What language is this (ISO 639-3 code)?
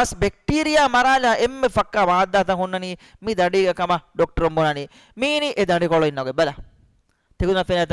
div